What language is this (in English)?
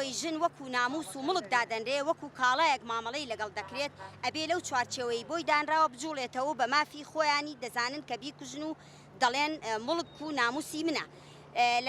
Central Kurdish